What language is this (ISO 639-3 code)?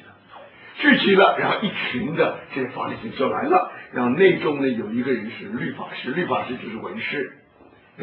zho